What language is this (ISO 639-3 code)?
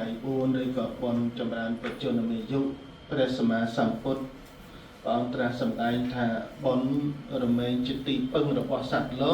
khm